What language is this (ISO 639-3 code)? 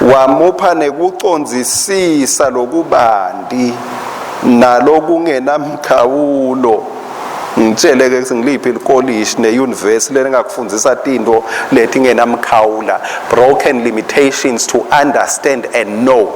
ssw